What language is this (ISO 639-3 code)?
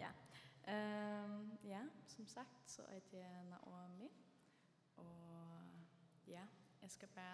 fao